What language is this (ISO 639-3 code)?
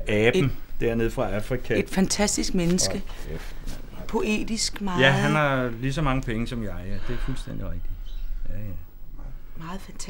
dan